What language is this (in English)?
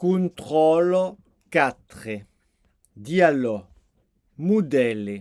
Occitan